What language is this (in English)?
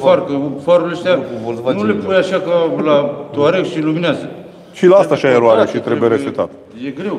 Romanian